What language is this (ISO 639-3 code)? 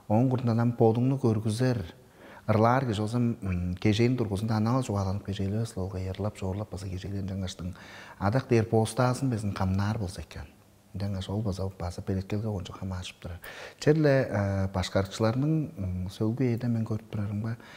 tyv